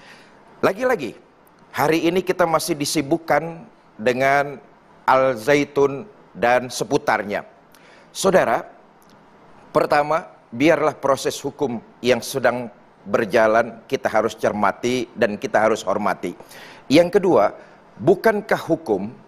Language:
Indonesian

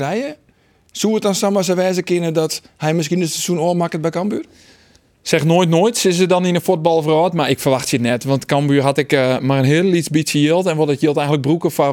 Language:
Western Frisian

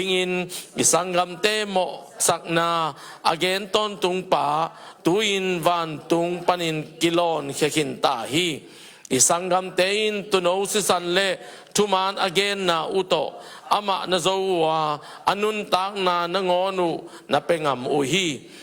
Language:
Tedim Chin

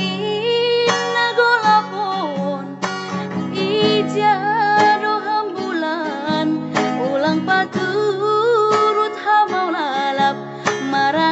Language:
Batak Toba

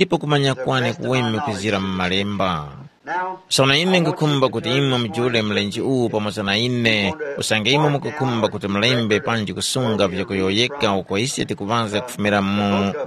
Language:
Tumbuka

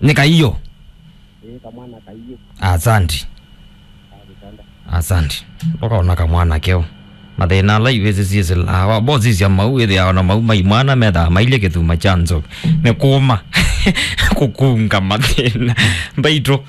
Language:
Kamba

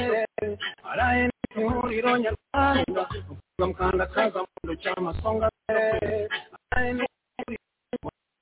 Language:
Kinyarwanda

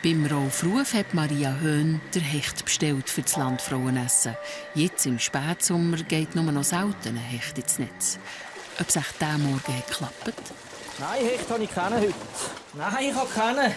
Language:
Swiss German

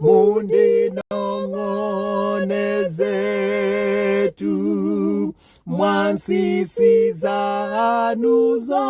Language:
Nyanja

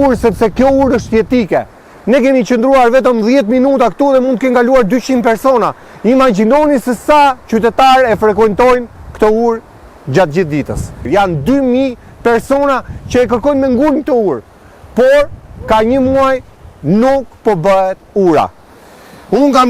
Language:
Albanian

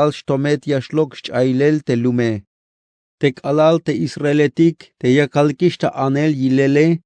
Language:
Tzeltal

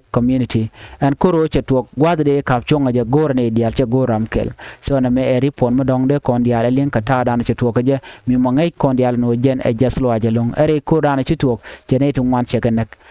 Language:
Nuer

